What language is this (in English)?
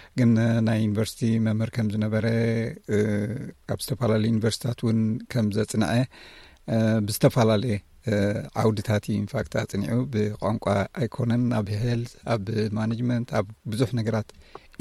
Tigrinya